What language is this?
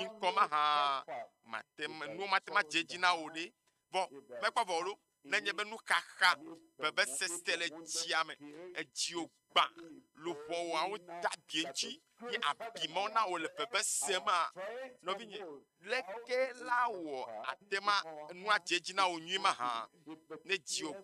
Ewe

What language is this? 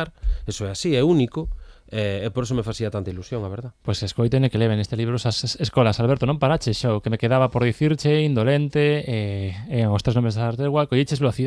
Galician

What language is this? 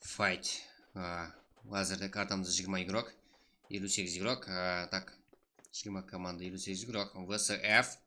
Kara-Kalpak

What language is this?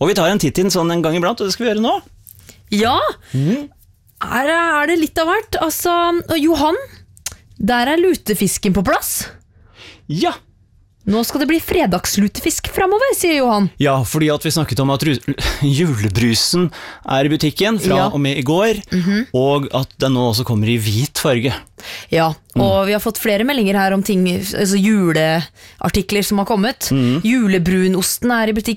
Norwegian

